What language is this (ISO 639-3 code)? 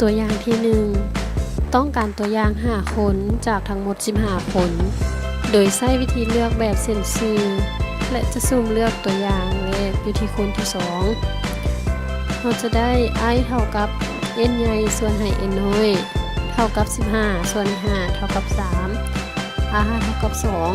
lao